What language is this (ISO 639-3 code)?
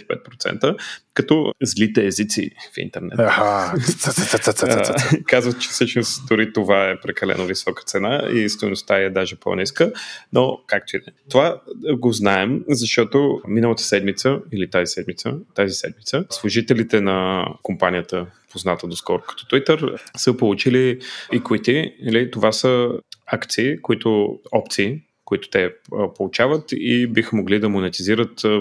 bul